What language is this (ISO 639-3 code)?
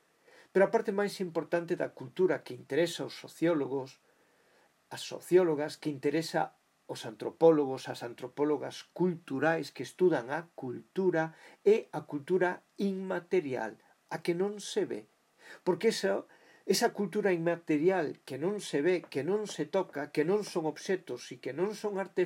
glg